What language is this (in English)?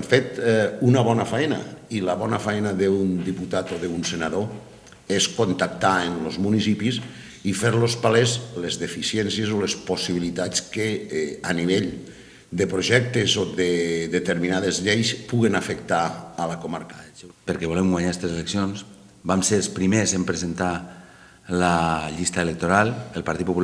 Catalan